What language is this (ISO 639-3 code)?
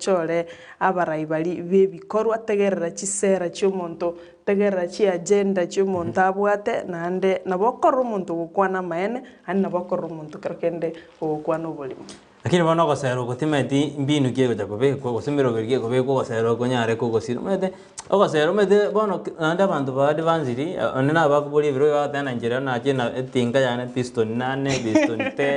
guz